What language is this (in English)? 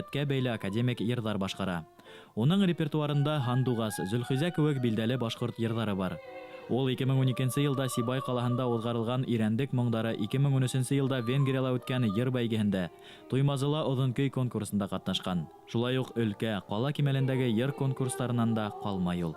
Bashkir